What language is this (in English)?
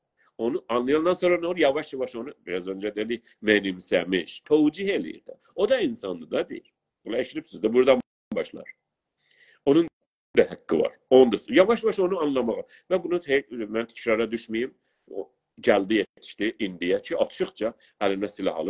South Azerbaijani